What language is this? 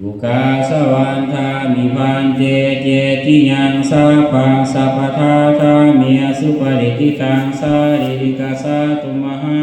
Pali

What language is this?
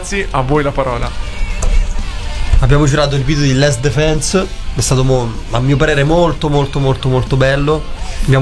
Italian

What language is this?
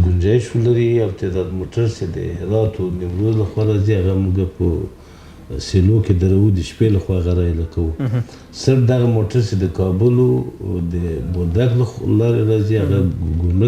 Pashto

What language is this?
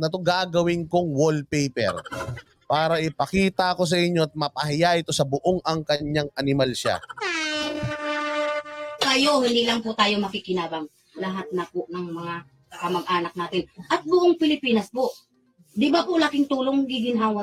Filipino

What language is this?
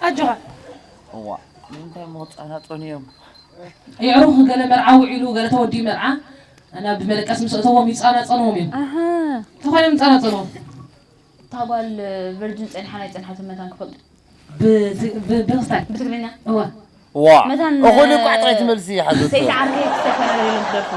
Tigrinya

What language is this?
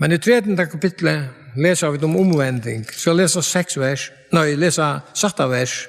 Faroese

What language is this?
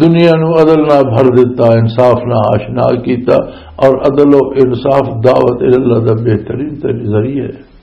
Western Panjabi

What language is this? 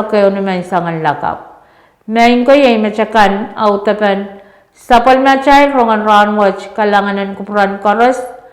Pohnpeian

